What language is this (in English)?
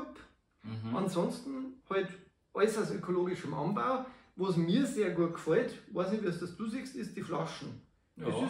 Bavarian